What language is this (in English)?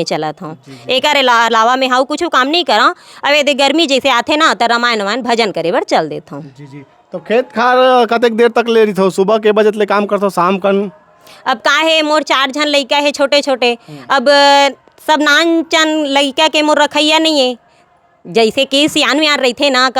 Chhattisgarhi